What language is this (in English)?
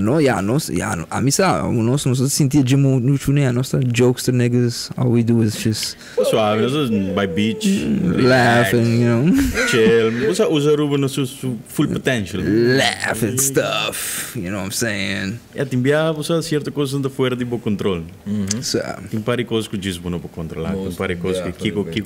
Papiamento